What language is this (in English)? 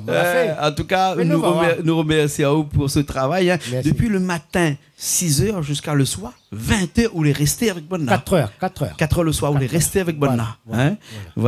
Réunion Creole French